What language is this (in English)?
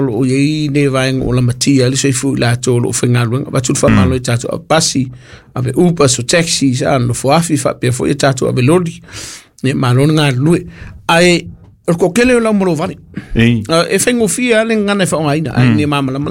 Samoan